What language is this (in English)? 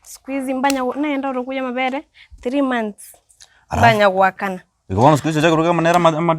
Gusii